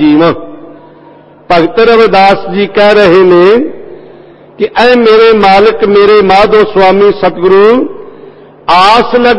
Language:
Punjabi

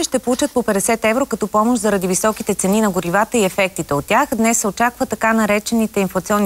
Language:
Bulgarian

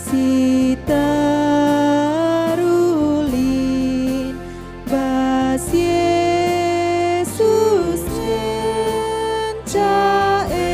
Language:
Batak Karo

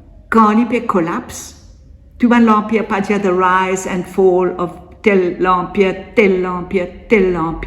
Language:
Morisyen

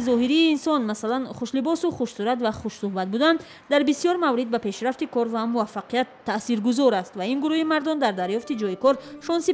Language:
Tajik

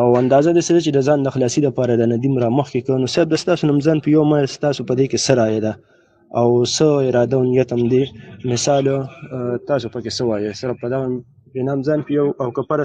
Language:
Pashto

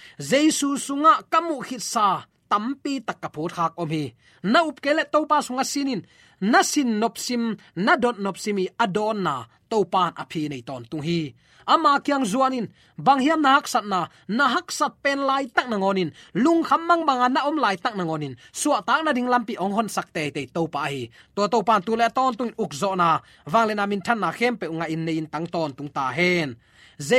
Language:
Tedim Chin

